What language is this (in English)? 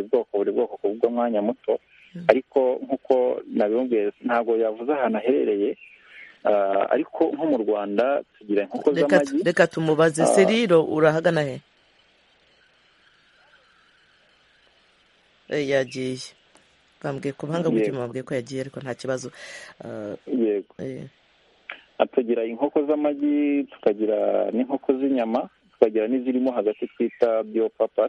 Kinyarwanda